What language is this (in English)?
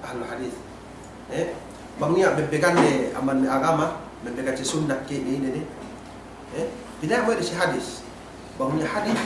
Yakan